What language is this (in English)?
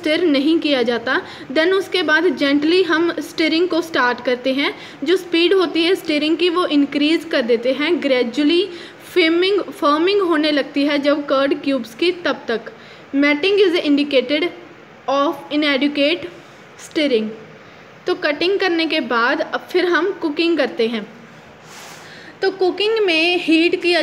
Hindi